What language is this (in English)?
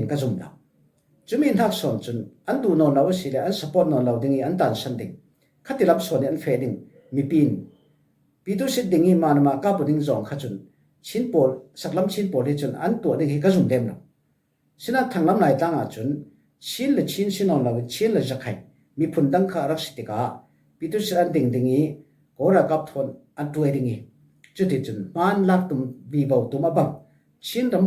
Falam Chin